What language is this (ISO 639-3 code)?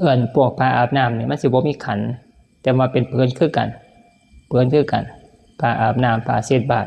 tts